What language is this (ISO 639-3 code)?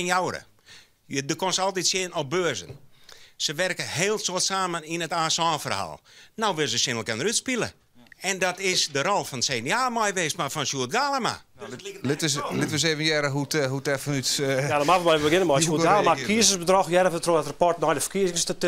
fry